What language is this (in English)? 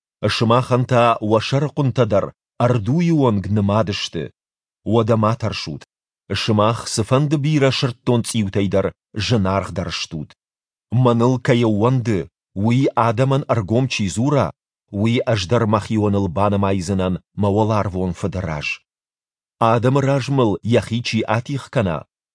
Ossetic